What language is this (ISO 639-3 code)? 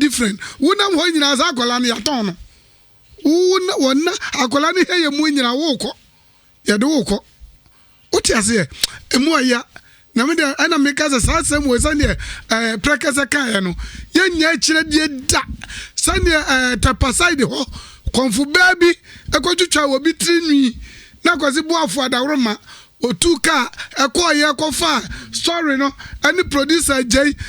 aka